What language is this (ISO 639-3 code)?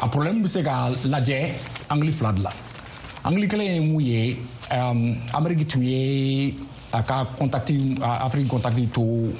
bam